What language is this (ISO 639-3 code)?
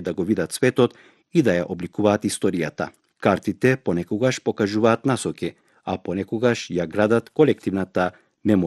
mkd